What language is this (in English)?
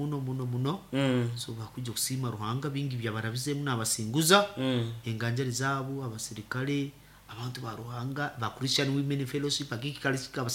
Nyankole